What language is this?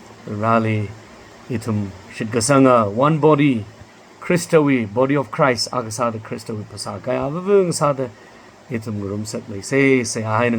Tangkhul Naga (India)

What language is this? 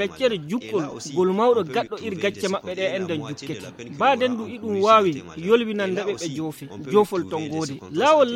Nigerian Fulfulde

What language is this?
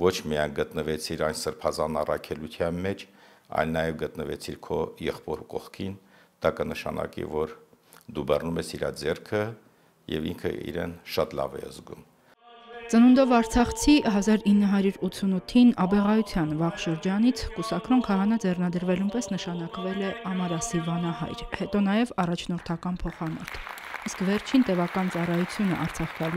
Armenian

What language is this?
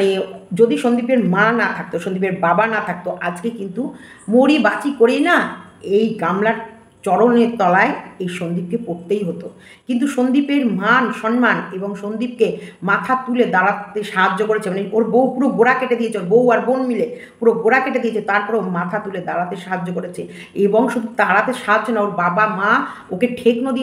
Bangla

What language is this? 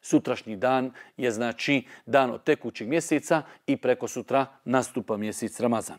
Bosnian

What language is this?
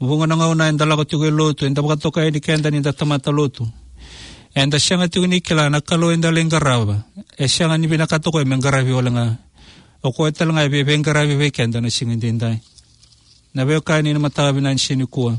Fijian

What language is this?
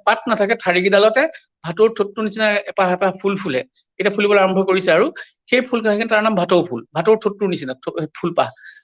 Assamese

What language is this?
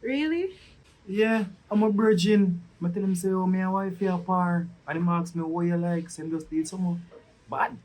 Jamaican Creole English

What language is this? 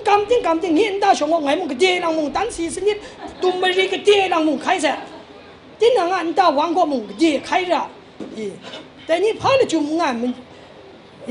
Kachin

